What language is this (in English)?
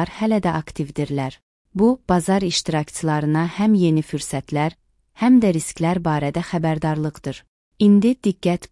Azerbaijani